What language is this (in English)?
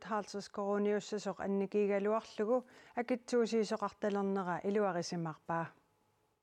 Kalaallisut